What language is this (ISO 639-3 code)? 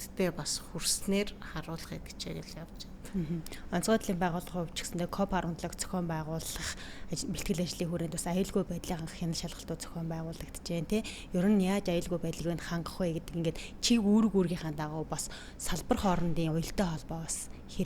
mon